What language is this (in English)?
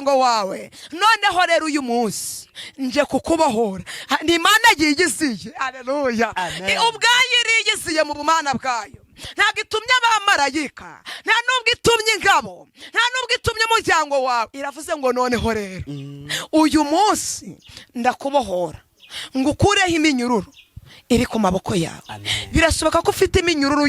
Kinyarwanda